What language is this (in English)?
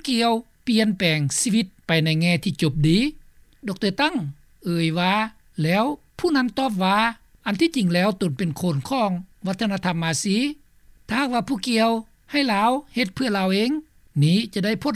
Lao